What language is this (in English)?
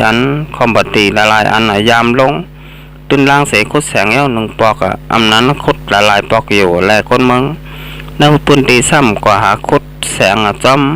Shan